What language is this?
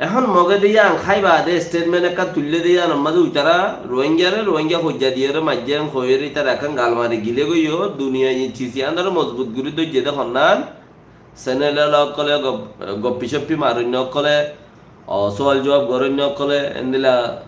Rohingya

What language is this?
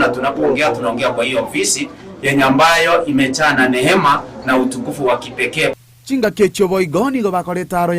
Gusii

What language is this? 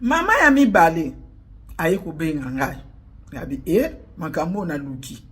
Lingala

